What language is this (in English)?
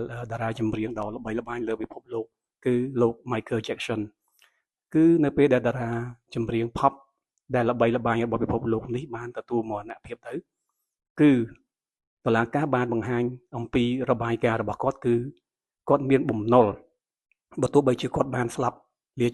Khmer